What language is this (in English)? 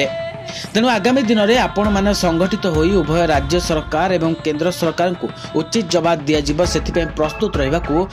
Odia